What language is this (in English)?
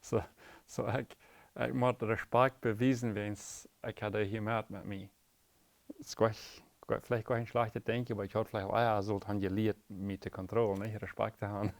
Plautdietsch